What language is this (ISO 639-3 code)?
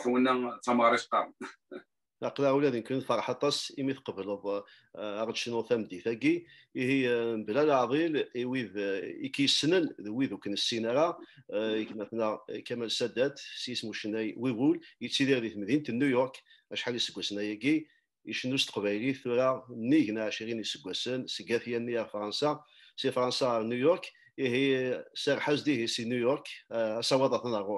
kab